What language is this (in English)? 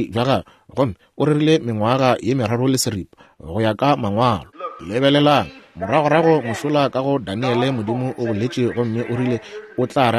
Northern Sotho